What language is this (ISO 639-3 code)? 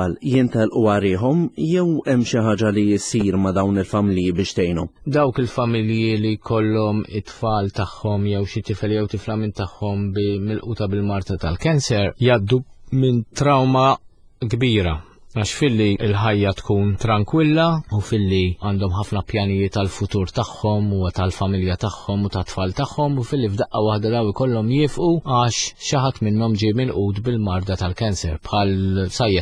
mlt